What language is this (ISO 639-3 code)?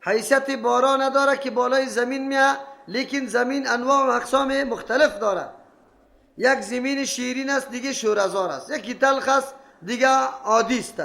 fas